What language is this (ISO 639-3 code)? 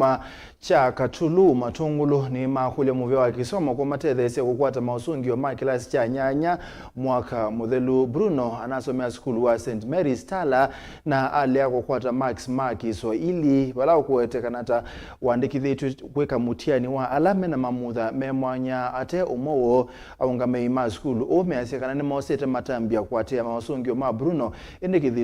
kam